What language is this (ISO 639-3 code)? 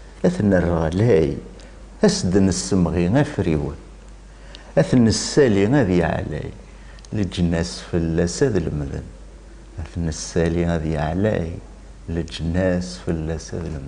kab